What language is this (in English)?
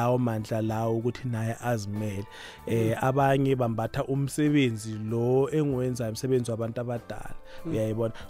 South Ndebele